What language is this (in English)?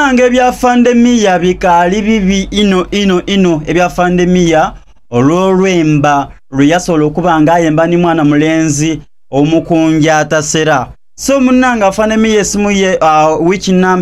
Soga